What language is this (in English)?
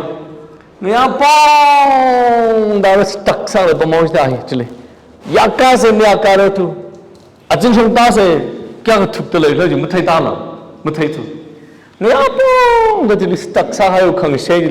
Tangkhul Naga (India)